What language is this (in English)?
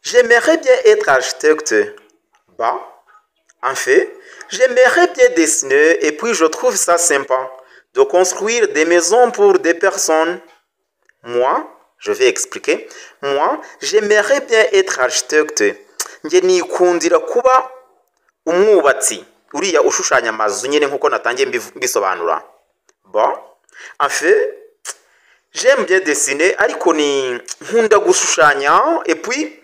Kinyarwanda